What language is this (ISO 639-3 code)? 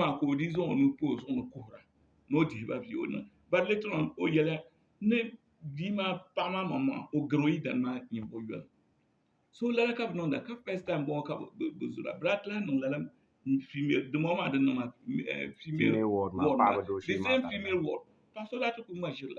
dag